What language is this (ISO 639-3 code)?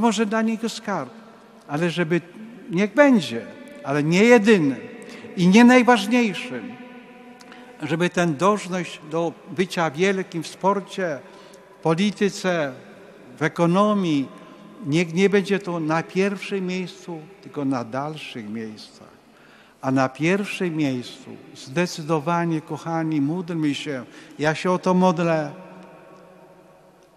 pol